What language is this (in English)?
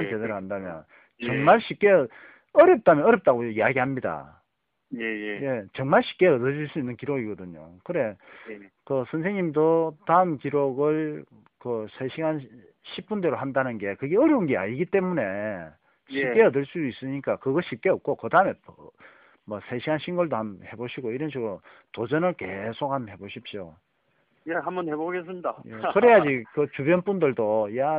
Korean